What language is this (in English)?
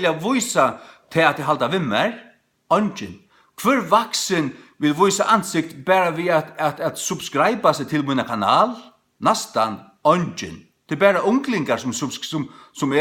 Faroese